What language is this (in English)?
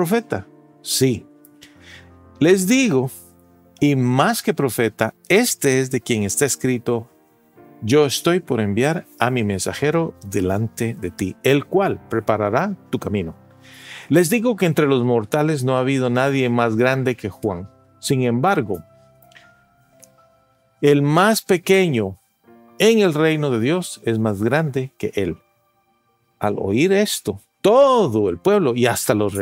Spanish